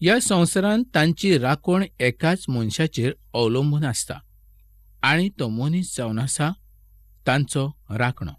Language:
Konkani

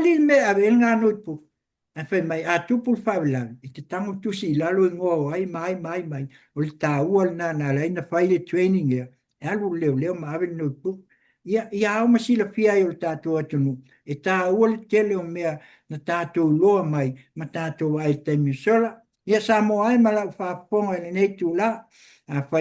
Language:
Samoan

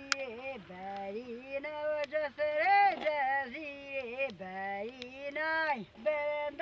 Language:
Kurdish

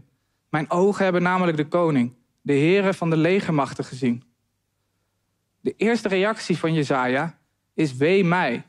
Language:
Dutch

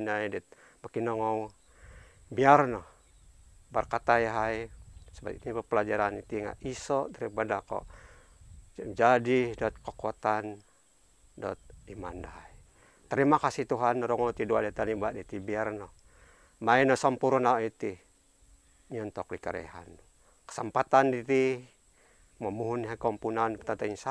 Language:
Central Dusun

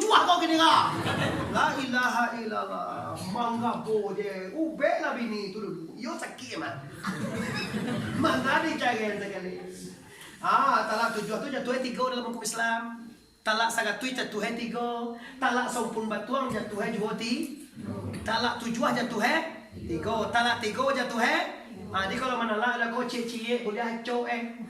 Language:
Minangkabau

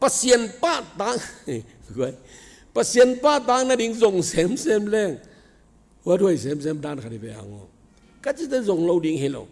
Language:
Tedim Chin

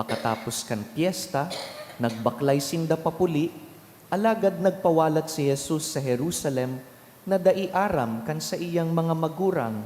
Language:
Bikol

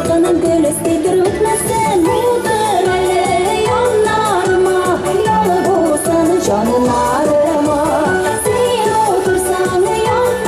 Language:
Tatar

